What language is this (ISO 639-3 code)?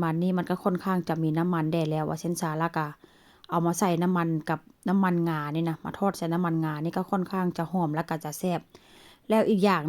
tts